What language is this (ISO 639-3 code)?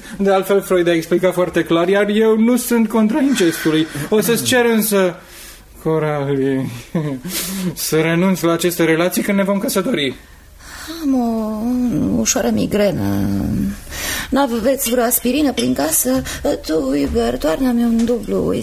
ron